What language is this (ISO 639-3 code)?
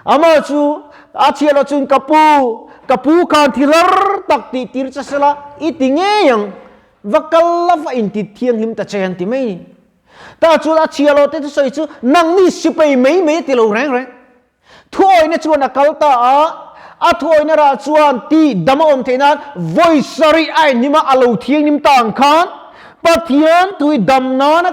lus